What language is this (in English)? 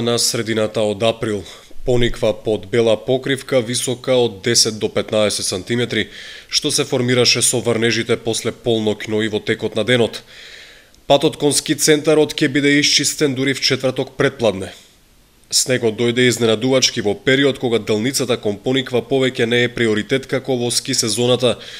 Macedonian